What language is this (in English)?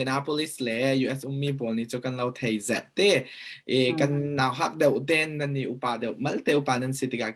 Falam Chin